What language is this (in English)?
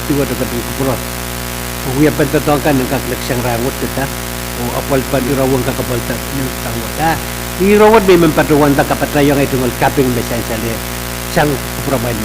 Pohnpeian